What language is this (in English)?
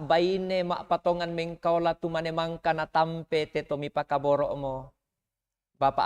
Toraja-Sa'dan